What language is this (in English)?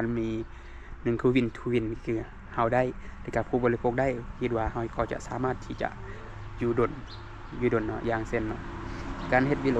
Lao